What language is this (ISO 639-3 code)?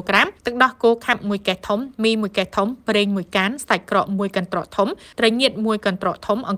khm